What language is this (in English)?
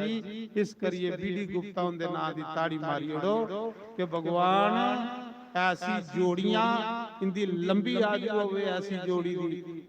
Dogri